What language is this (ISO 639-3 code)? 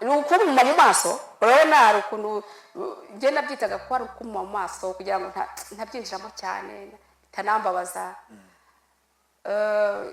kin